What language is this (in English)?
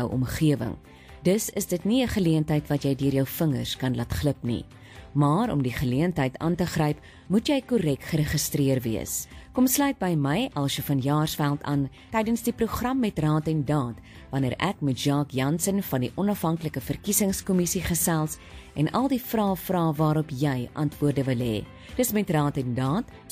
Afrikaans